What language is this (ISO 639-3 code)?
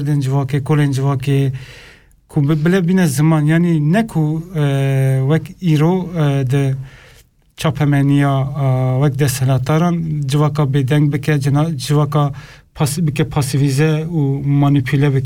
kur